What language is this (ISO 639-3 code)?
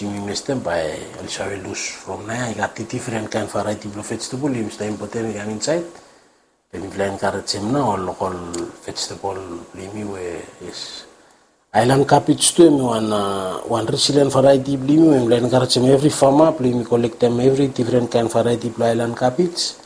bis